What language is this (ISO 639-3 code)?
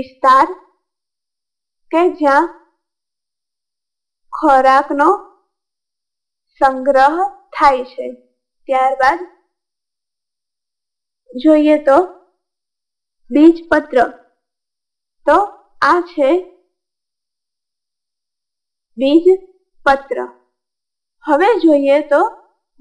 guj